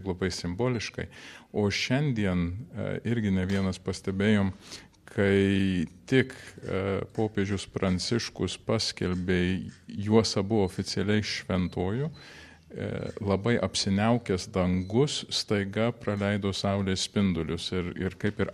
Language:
Lithuanian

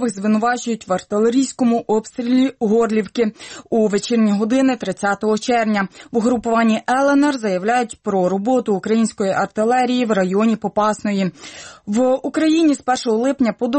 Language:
Ukrainian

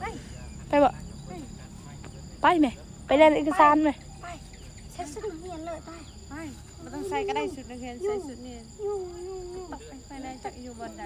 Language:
Northeastern Thai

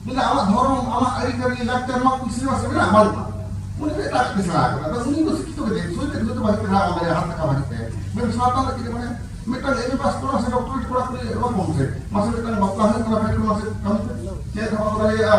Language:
Santali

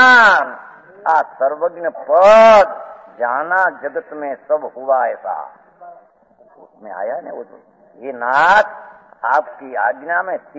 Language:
Hindi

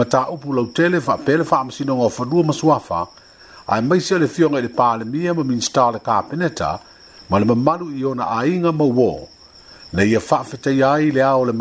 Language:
Samoan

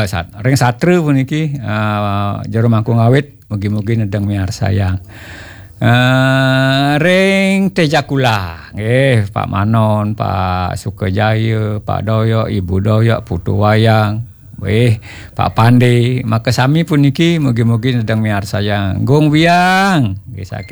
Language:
Balinese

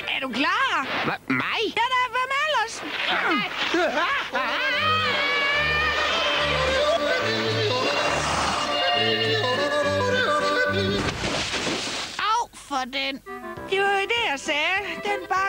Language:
Danish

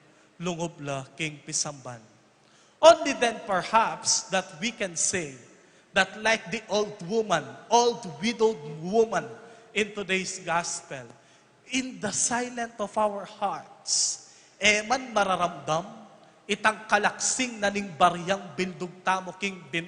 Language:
Pampanga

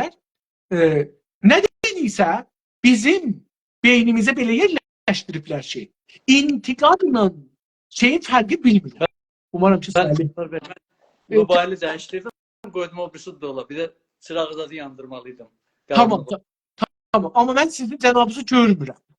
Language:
South Azerbaijani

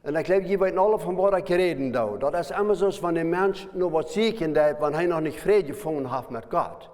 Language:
Plautdietsch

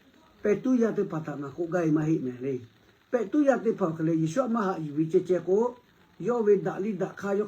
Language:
Lahu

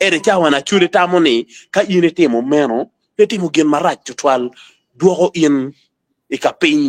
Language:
Acoli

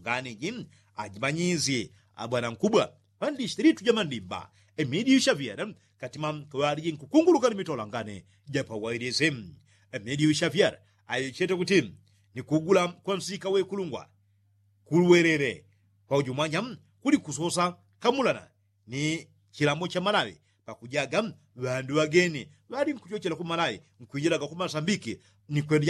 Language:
Yao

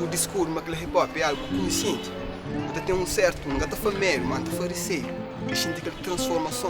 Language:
Kabuverdianu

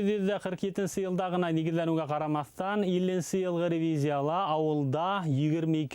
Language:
Bashkir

